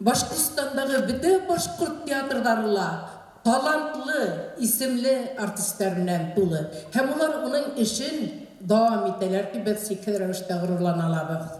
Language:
Bashkir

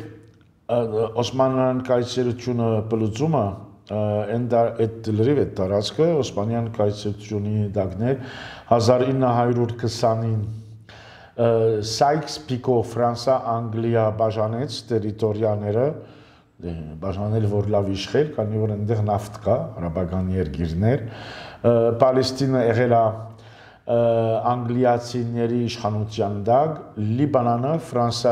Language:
Armenian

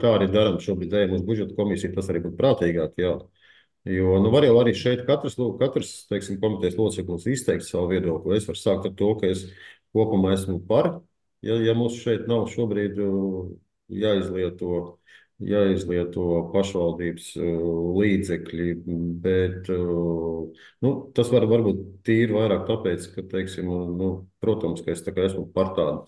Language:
Latvian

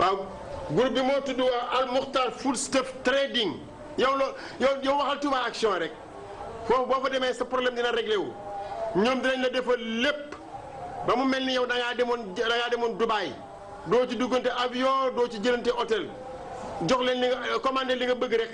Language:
Wolof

